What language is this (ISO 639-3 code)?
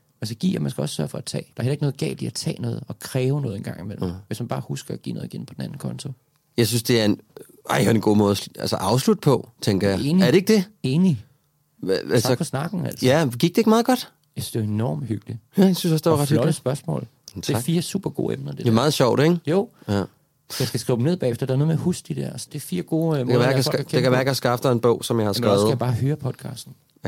dan